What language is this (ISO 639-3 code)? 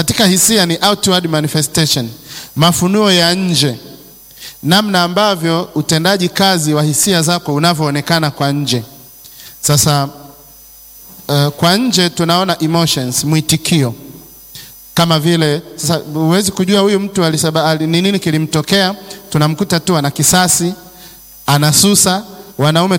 swa